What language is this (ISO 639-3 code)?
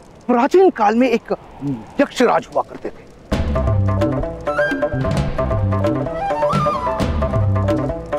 hin